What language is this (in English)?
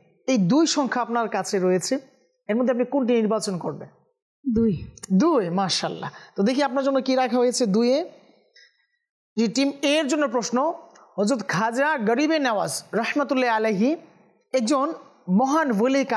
Bangla